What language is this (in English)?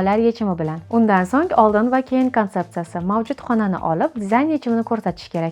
Uzbek